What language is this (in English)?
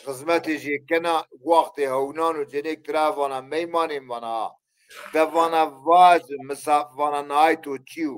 Zaza